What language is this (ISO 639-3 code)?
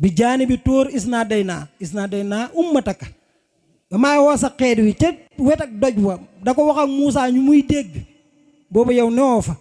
wol